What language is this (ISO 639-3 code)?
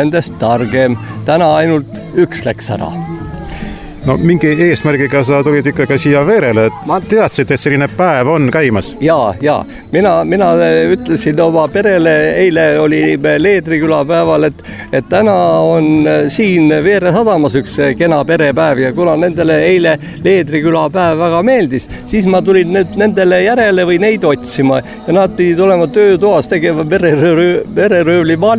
est